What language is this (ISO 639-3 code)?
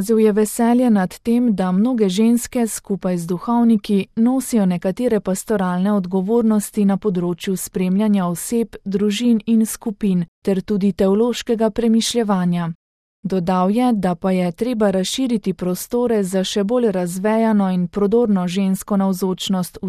slv